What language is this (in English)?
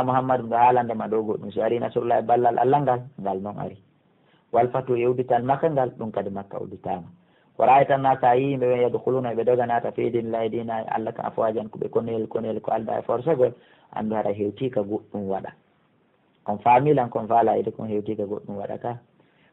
Fula